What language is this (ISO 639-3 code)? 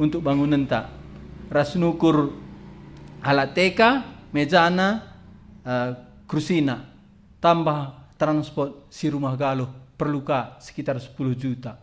btx